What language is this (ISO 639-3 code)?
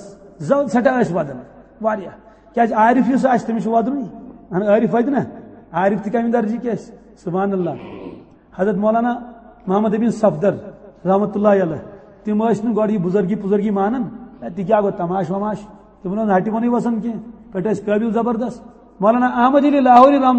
kas